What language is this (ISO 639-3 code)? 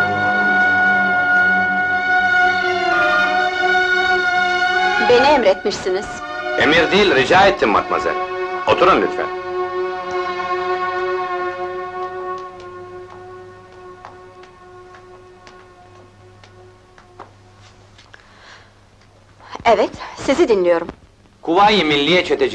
tur